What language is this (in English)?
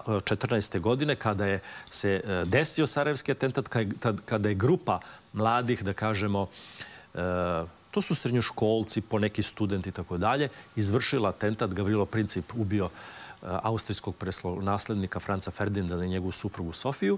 Serbian